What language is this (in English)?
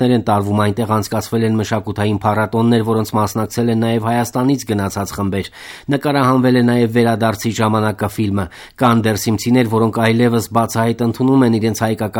Armenian